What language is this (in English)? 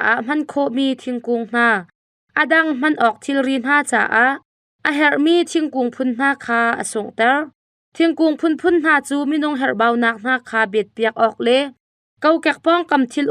Hakha Chin